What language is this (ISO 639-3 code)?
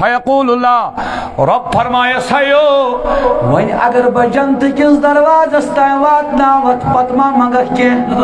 kas